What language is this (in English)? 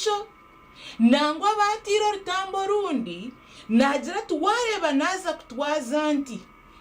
Nyankole